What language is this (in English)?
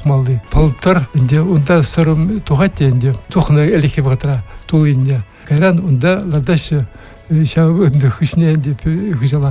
Chuvash